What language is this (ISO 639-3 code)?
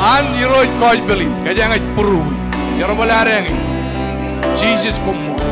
mah